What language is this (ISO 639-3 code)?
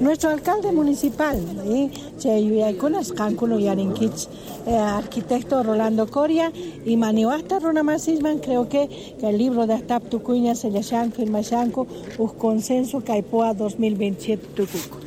quh